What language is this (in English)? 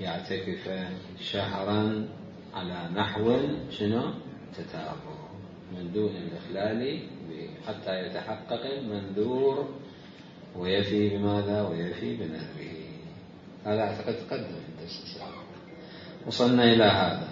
Mesopotamian Arabic